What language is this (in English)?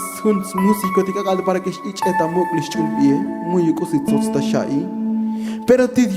Tzotzil